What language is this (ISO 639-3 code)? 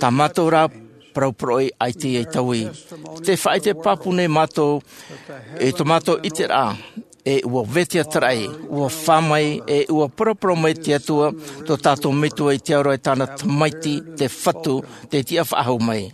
tah